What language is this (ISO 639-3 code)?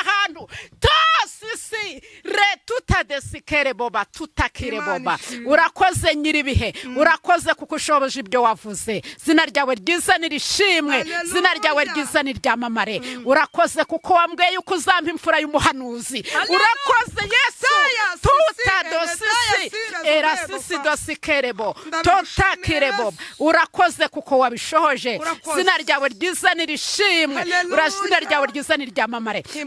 kin